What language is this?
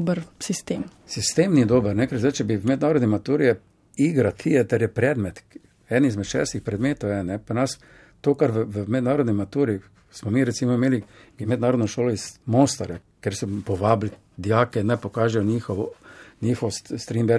Slovenian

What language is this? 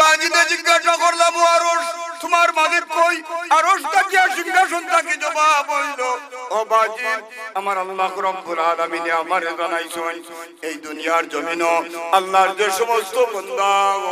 Sylheti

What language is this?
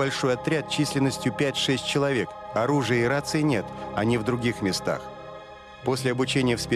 Russian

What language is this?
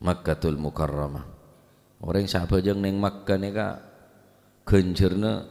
Madurese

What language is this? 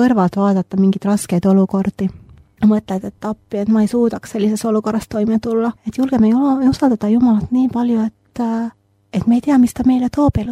Estonian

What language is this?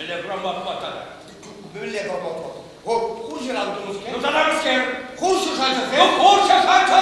Chuvash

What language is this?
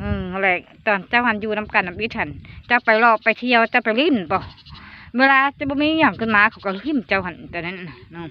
Lao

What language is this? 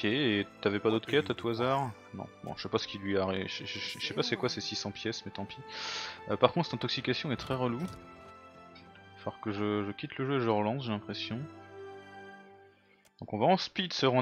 French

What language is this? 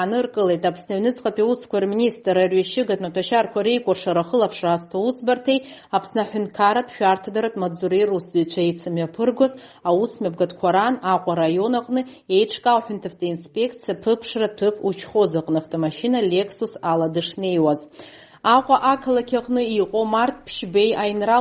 Abkhazian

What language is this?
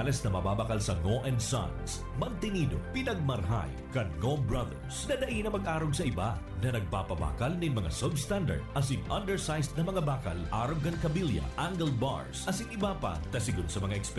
Bikol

